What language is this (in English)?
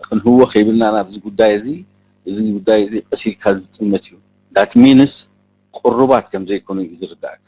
Tigrinya